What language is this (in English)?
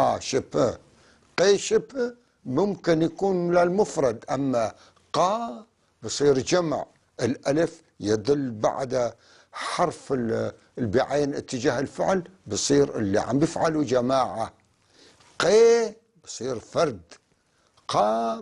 North Levantine Arabic